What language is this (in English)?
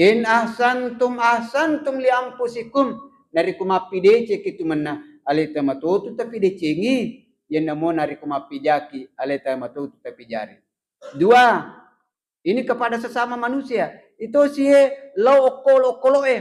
Buginese